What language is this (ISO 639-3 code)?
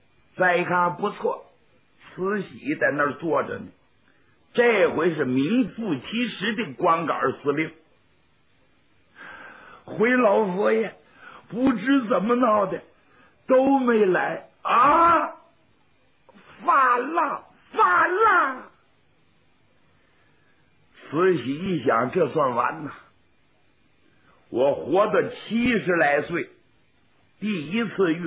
zho